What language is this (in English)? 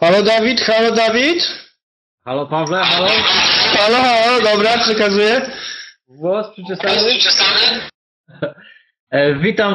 Polish